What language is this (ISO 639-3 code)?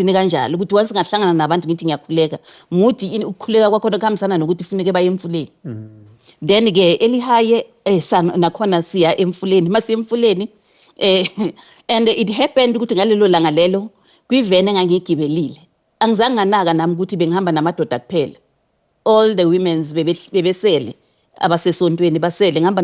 zul